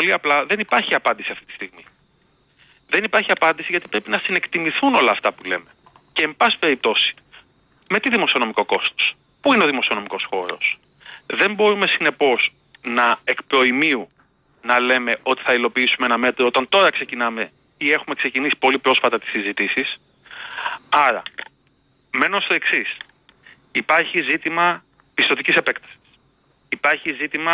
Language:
Greek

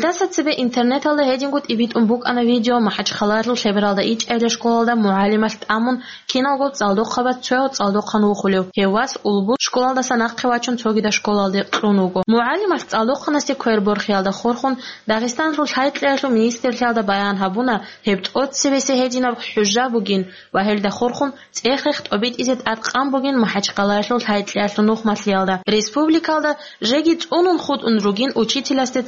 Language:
Avaric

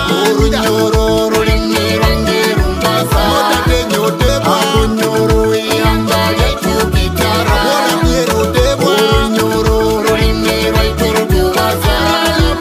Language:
Nyoro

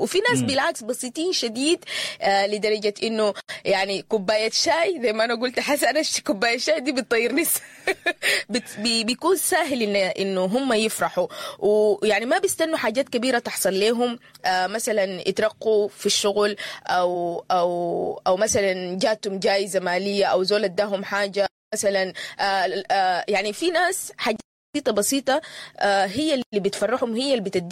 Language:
Sudanese Arabic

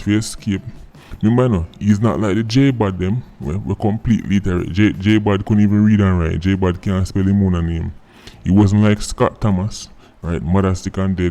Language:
Jamaican Creole English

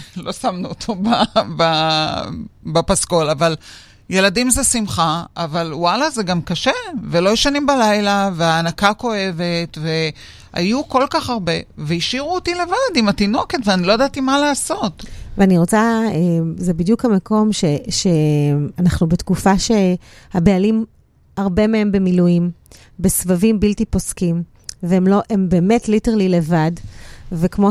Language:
Hebrew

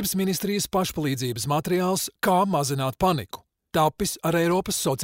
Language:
Latvian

